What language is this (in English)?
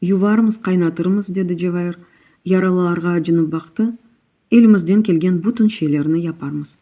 Crimean Tatar